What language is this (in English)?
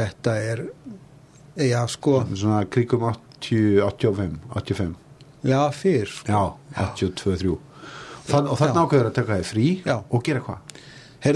Icelandic